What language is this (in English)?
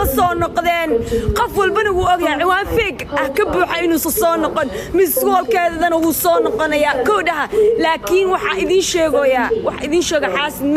Somali